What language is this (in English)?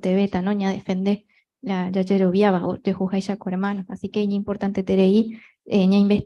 Guarani